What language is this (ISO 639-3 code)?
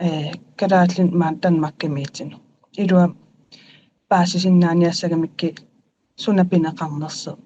kal